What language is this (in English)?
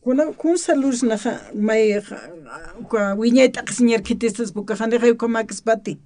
Aymara